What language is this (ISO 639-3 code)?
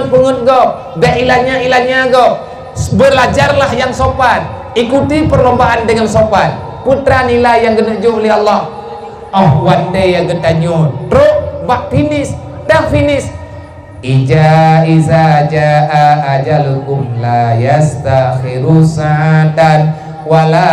ace